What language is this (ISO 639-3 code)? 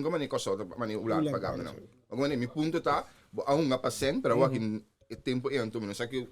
pap